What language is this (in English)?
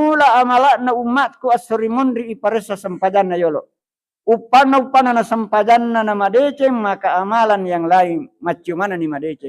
Buginese